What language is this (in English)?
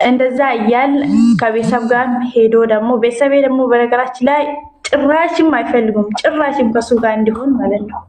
Amharic